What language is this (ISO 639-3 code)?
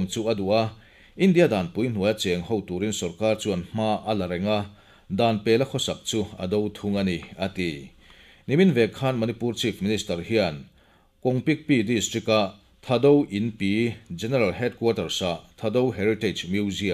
lus